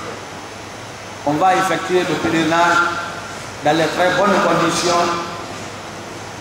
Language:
French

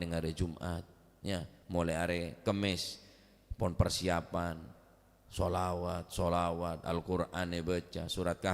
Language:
Madurese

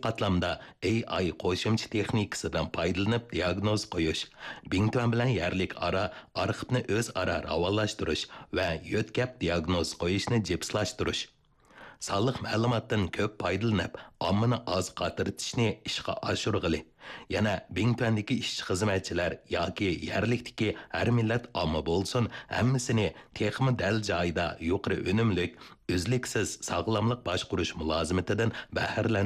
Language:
Uyghur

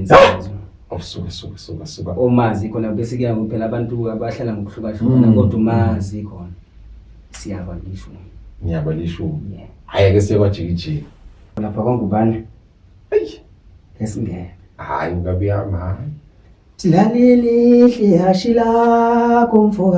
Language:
Zulu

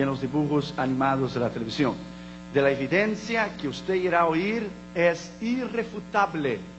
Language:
Spanish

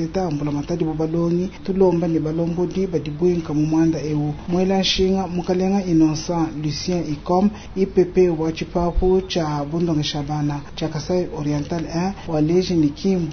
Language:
Luba-Lulua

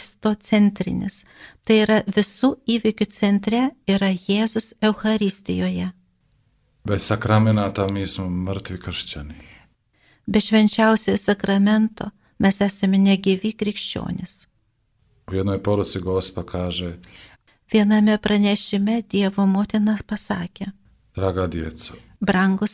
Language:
Lithuanian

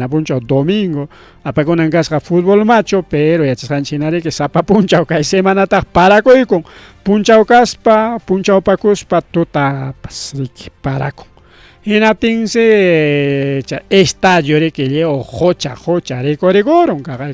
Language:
Ayacucho Quechua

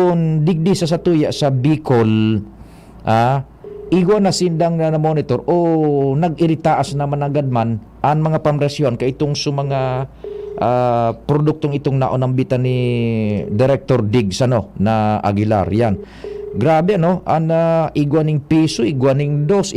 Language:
Bikol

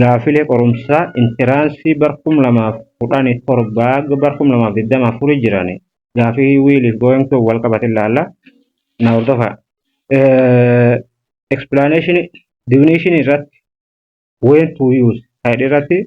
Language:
Oromo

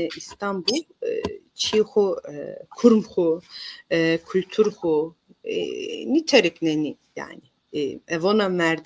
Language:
Zaza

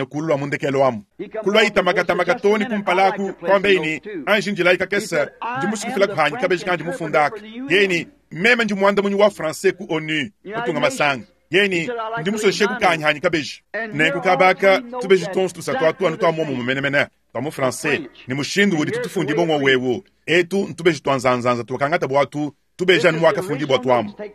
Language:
Luba-Lulua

